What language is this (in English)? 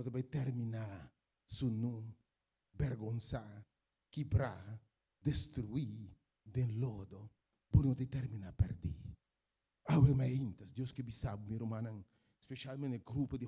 Papiamento